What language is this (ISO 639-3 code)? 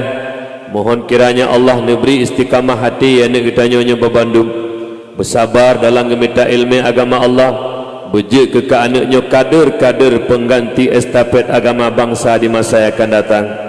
ace